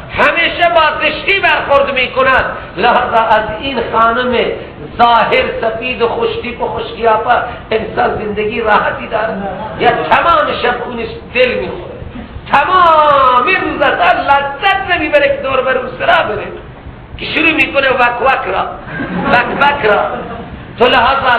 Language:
Persian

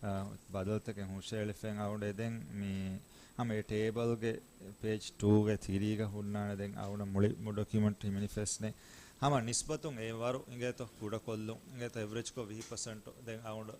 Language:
Divehi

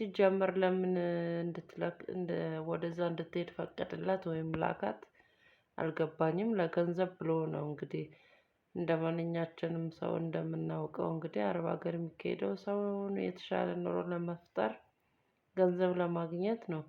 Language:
Amharic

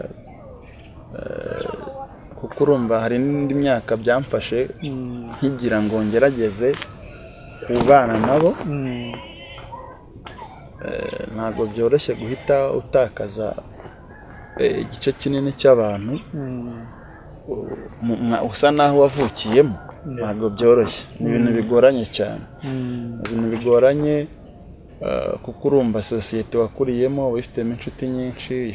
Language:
Kinyarwanda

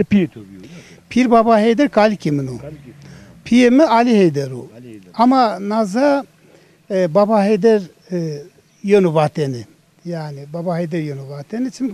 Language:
Zaza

